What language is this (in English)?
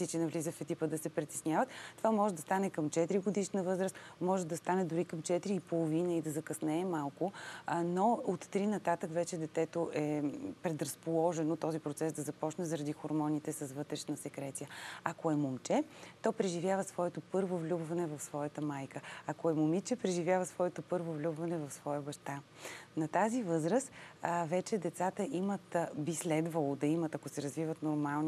Bulgarian